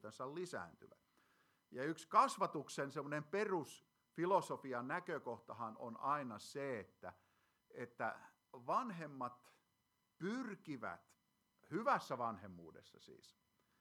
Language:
Finnish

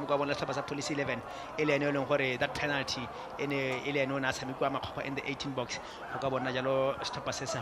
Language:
Tswana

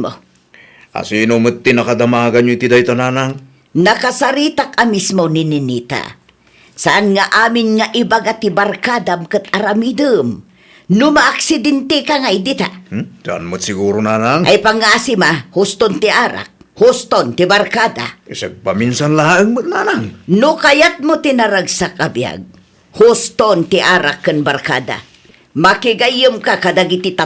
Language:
Iloko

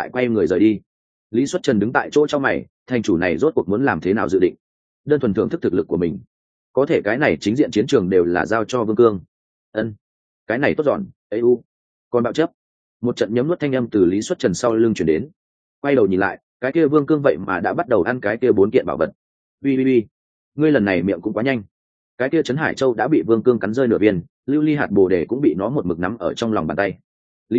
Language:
Vietnamese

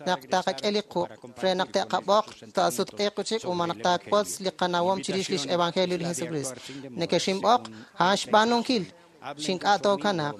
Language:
Kekchí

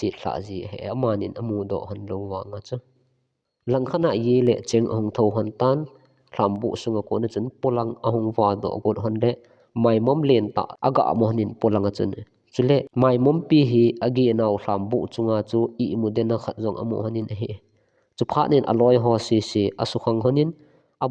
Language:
Thado Chin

